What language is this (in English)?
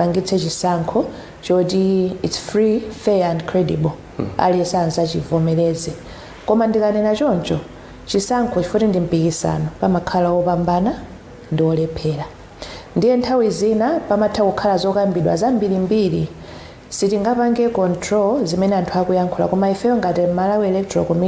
Nyanja